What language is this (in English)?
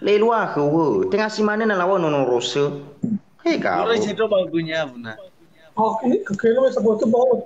Nias